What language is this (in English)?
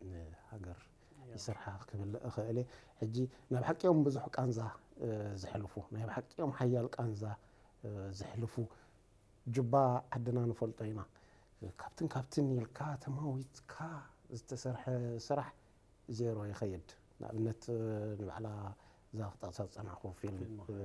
Tigrinya